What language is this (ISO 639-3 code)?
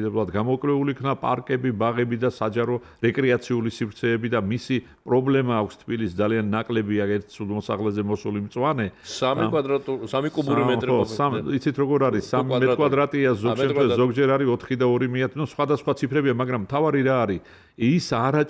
kat